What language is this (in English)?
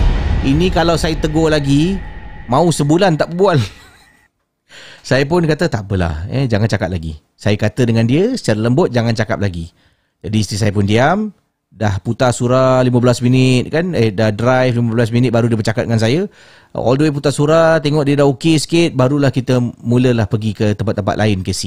Malay